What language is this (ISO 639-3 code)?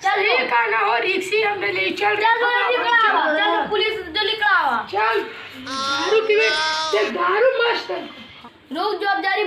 mag